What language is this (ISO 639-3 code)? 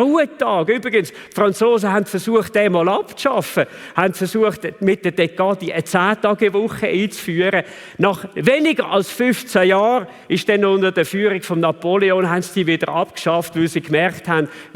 gsw